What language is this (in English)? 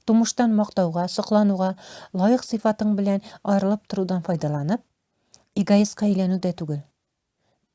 Tatar